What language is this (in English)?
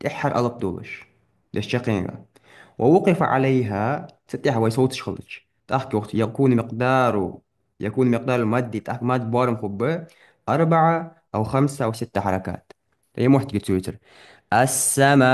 Ingush